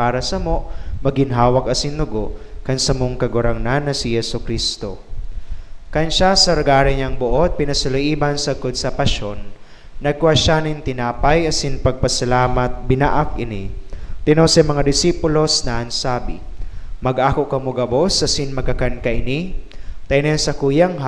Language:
Bikol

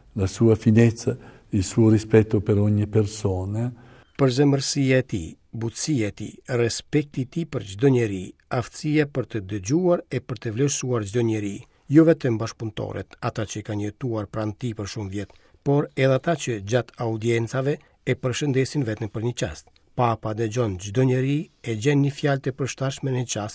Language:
Albanian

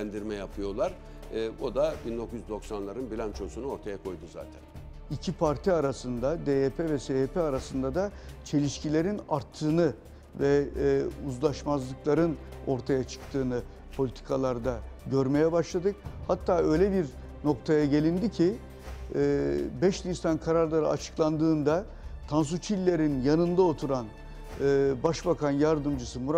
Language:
Turkish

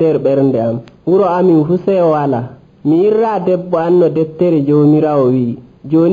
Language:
Nigerian Fulfulde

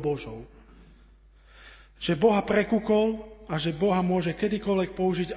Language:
Slovak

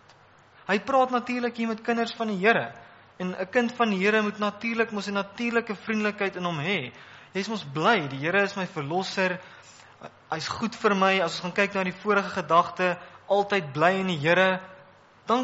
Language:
Afrikaans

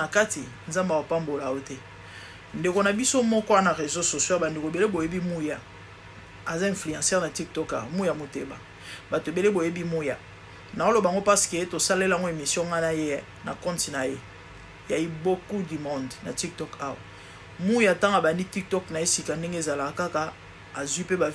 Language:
Lingala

